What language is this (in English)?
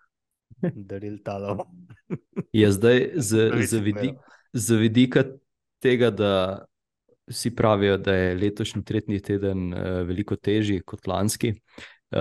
Slovenian